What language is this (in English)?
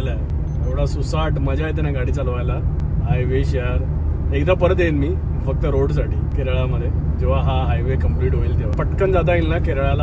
Marathi